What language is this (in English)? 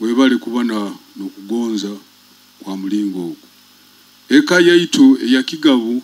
Nyoro